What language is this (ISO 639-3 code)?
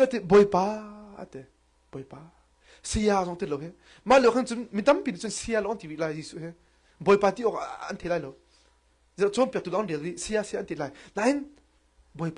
cnh